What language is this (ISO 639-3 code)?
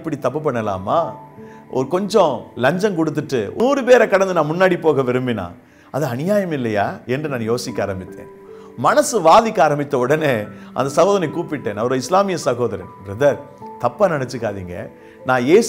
tam